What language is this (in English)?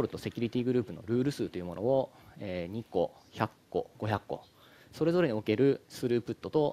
Japanese